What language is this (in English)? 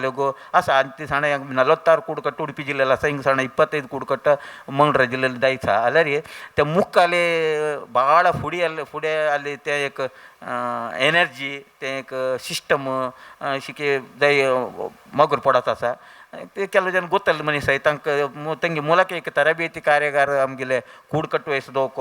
Konkani